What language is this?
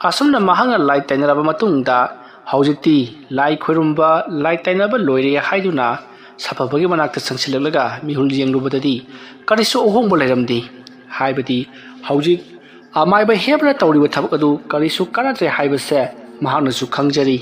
Manipuri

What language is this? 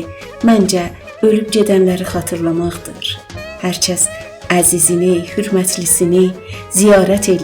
South Azerbaijani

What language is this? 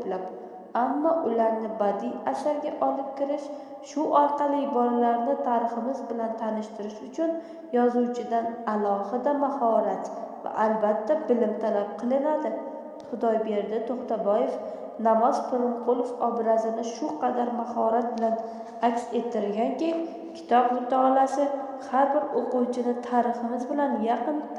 Uzbek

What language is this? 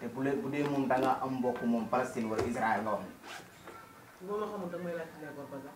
Wolof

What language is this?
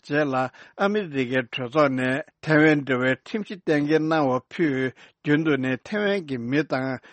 Tibetan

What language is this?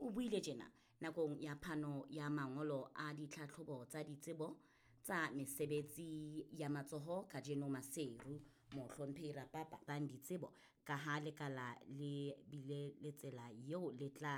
Southern Sotho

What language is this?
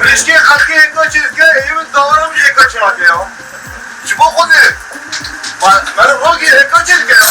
Kurdish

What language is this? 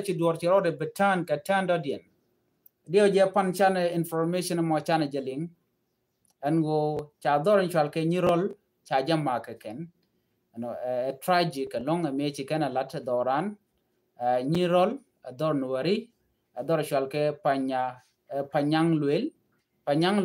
Nuer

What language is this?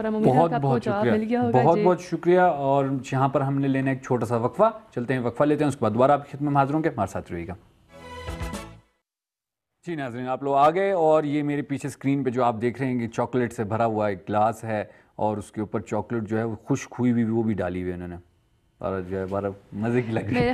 Urdu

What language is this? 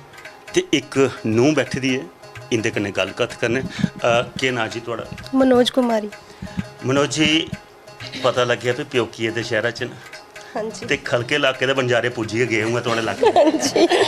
Dogri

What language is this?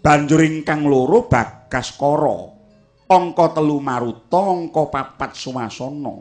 Javanese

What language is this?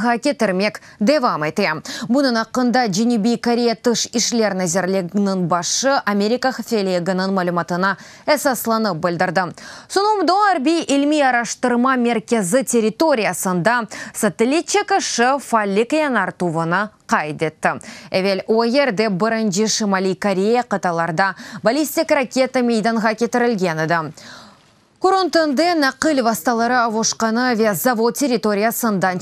Crimean Tatar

